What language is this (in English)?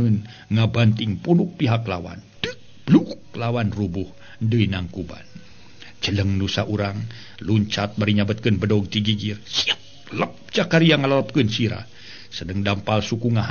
Sundanese